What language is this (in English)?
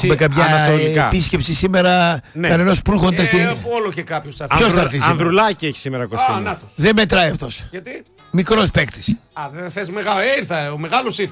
Greek